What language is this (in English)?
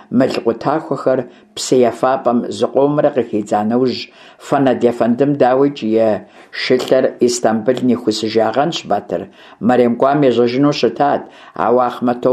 Kabardian